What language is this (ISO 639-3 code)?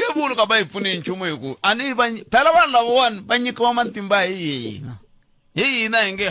tso